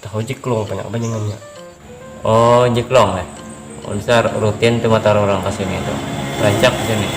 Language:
Banjar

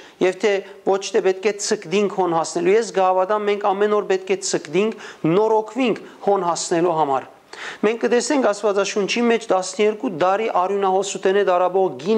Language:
Western Armenian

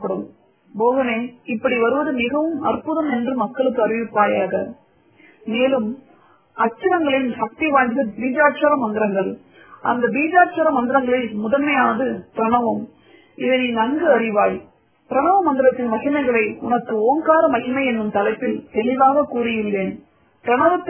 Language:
Tamil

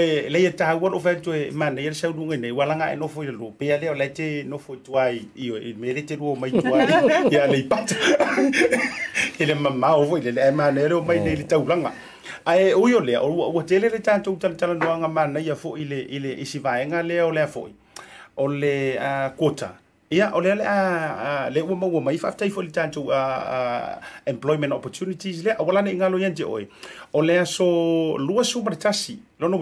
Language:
Samoan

